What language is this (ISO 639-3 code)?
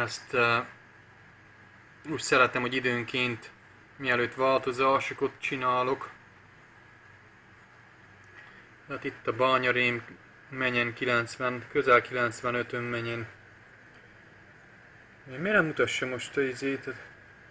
hun